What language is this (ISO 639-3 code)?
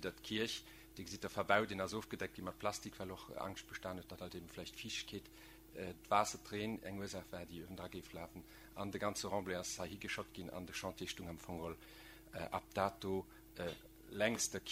ltz